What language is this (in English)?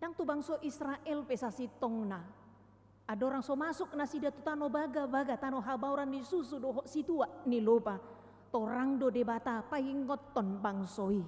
Batak Toba